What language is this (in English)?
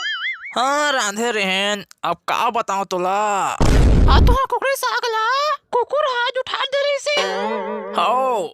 Chhattisgarhi